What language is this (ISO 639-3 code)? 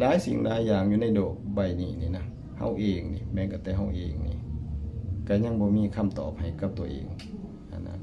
tts